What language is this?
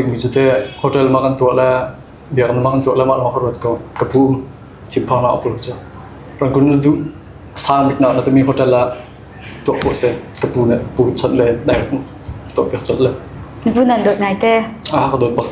Hakha Chin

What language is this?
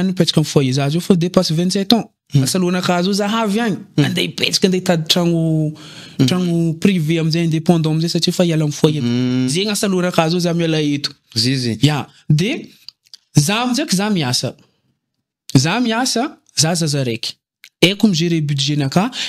Malagasy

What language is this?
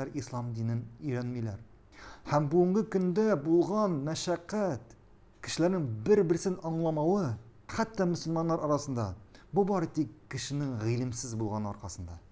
Tatar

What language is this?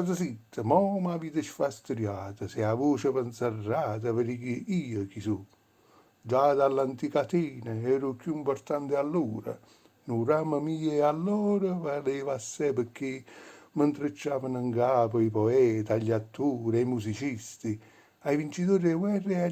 Neapolitan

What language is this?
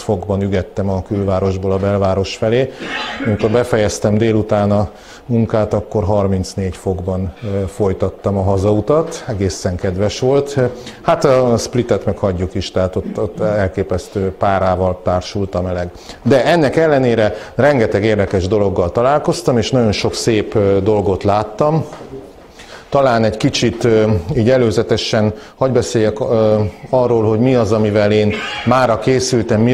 Hungarian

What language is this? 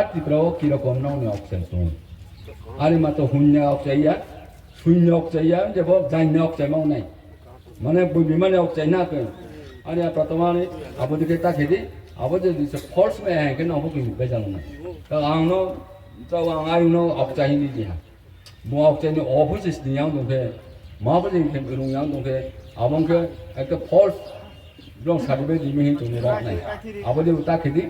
Riang (India)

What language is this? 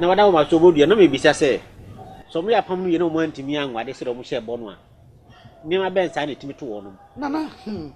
Akan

